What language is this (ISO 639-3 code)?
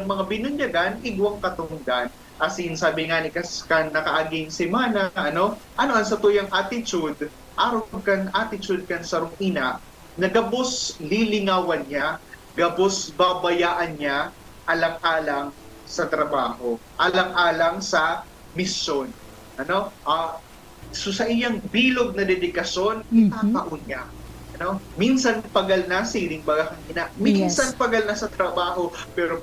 bik